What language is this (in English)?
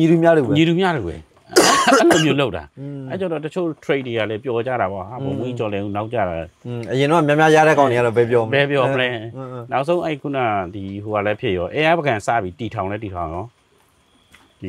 Burmese